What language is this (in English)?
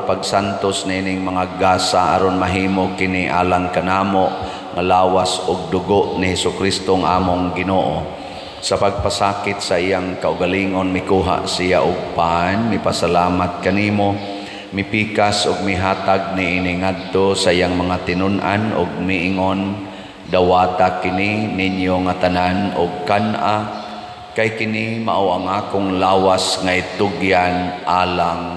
Cebuano